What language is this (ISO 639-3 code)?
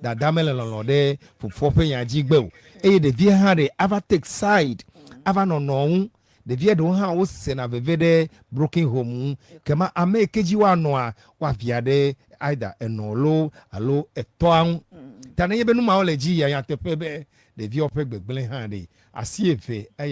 ewe